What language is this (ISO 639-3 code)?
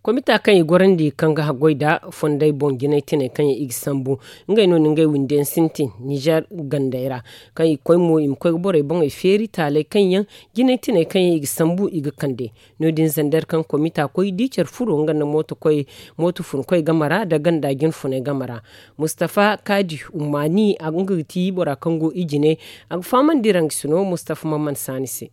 dje